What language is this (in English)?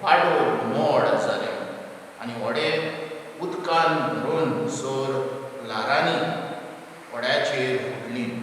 Konkani